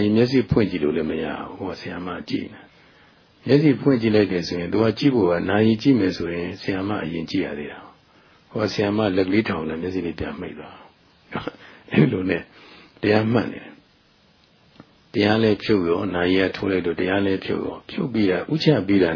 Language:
Burmese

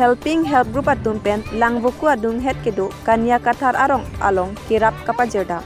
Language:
Karbi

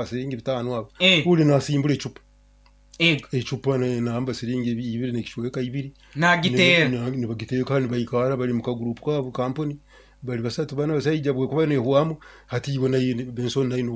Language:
Nyoro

